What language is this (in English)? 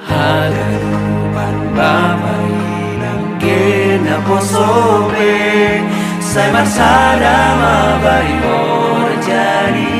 Batak Simalungun